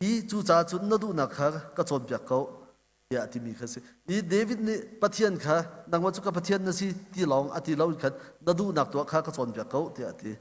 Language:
Hakha Chin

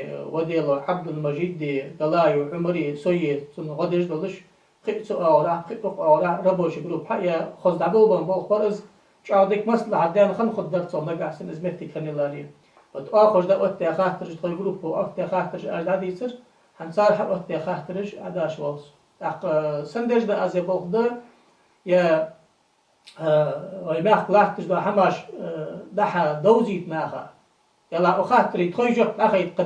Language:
Ingush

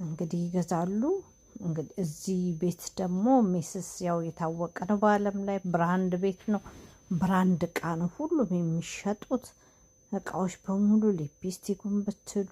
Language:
Amharic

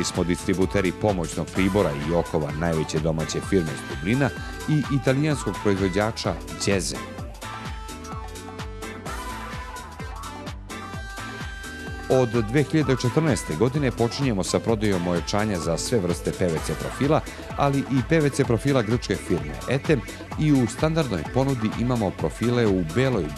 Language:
Serbian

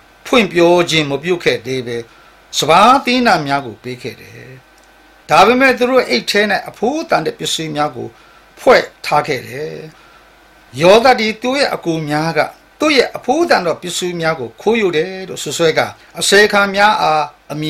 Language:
Burmese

